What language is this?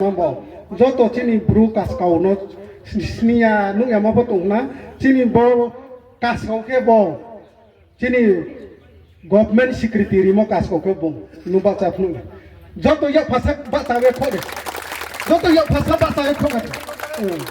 Riang (India)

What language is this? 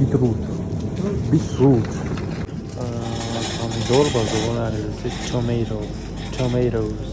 Tajik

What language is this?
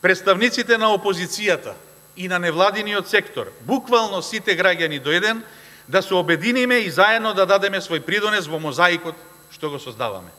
Macedonian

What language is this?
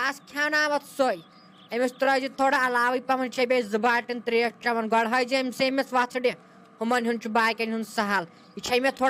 Kashmiri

